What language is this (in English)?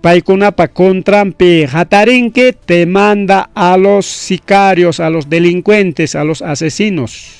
Ayacucho Quechua